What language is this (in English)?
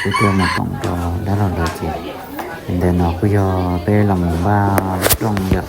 Hmong